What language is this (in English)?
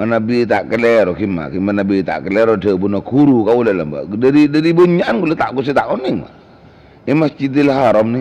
Madurese